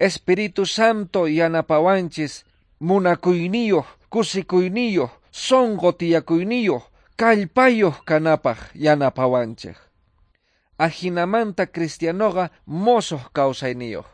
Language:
Quechua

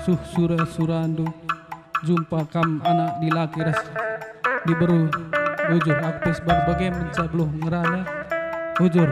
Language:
Batak Karo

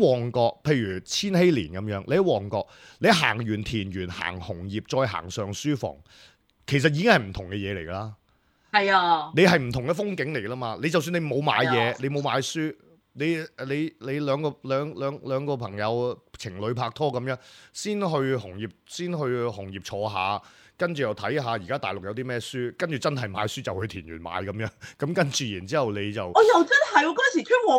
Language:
Cantonese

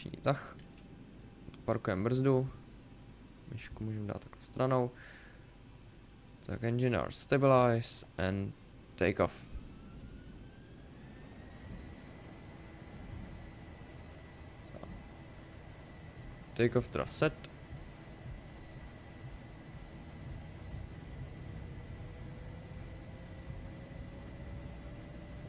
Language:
Czech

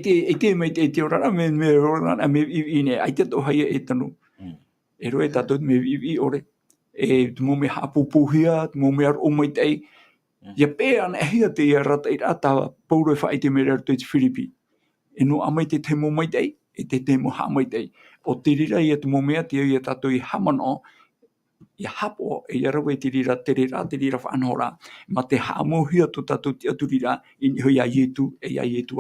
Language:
Tahitian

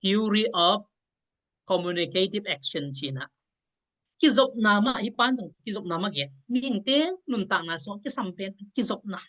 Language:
Tedim Chin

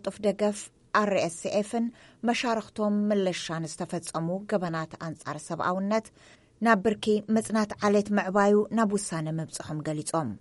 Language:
Tigrinya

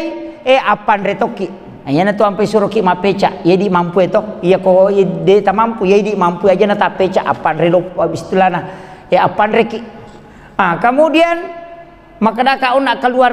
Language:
Buginese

